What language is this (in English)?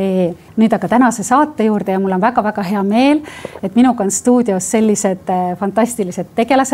Estonian